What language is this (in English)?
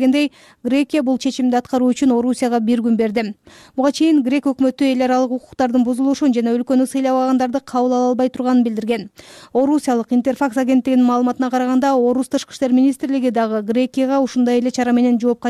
Kyrgyz